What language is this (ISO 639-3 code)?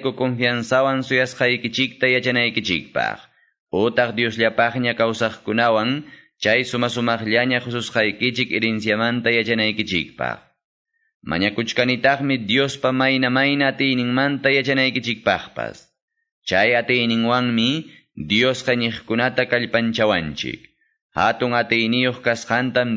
que